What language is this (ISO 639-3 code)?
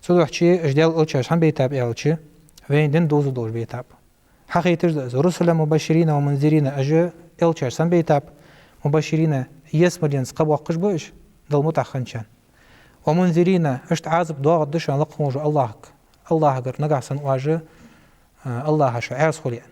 inh